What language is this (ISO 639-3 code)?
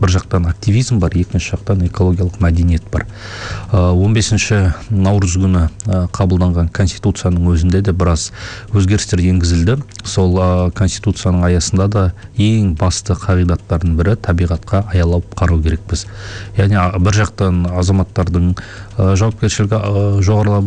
kaz